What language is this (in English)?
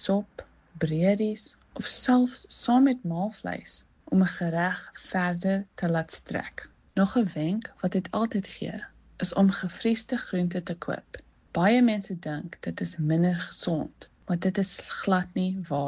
Afrikaans